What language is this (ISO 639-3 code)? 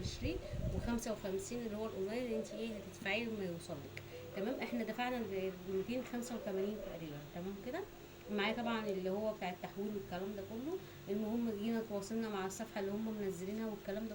arz